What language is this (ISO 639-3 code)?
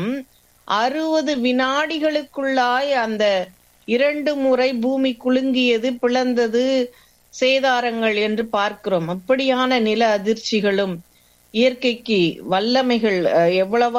tam